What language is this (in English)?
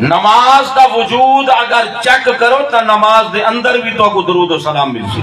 Saraiki